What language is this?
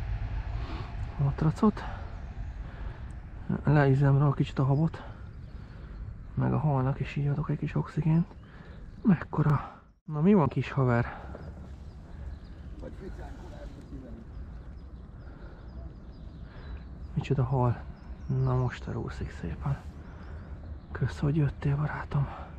Hungarian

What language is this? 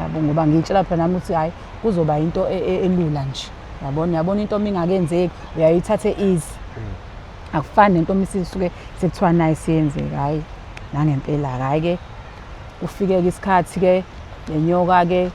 Zulu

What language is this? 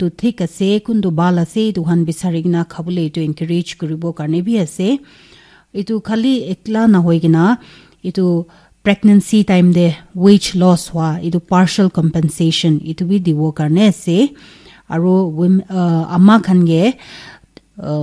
Naga Pidgin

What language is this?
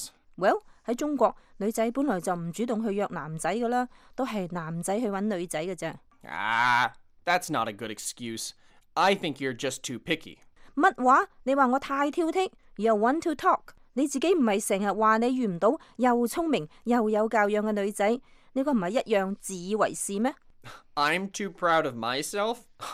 Cantonese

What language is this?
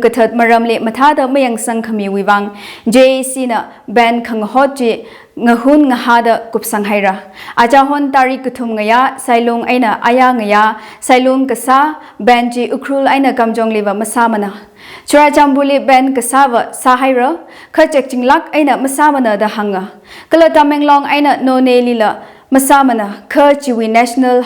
Tangkhul Naga (India)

